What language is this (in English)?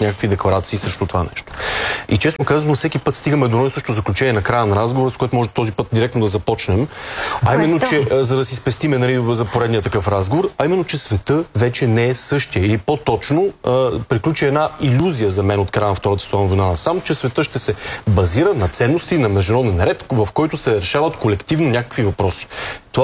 Bulgarian